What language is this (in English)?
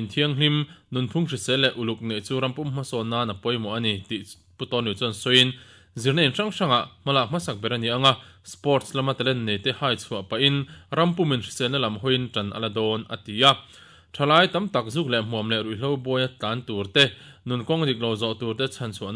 Mizo